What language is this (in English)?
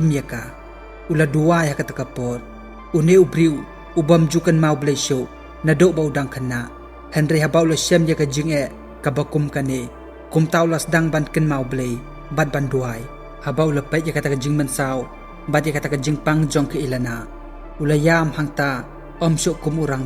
Khasi